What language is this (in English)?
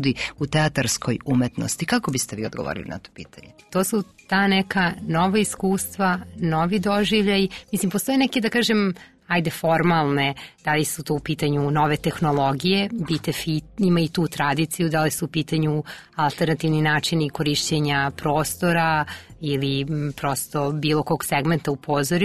Serbian